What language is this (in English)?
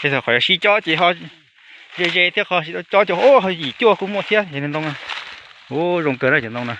Hmong